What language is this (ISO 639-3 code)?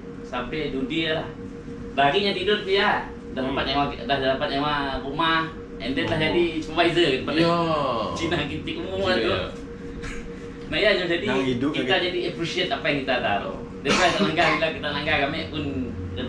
msa